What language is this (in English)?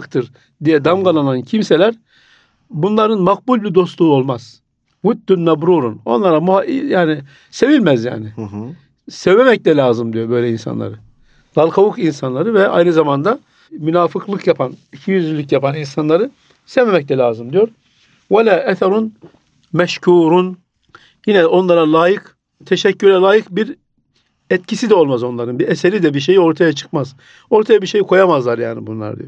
Turkish